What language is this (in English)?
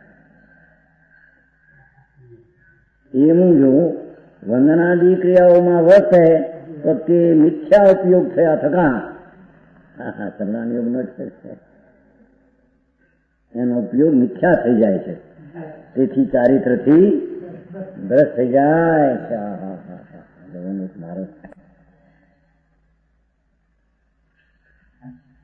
Gujarati